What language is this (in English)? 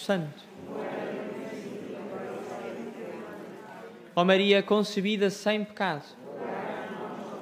Portuguese